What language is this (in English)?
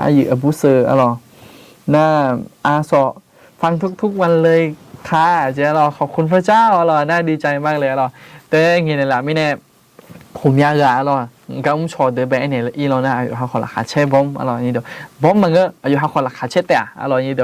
Akha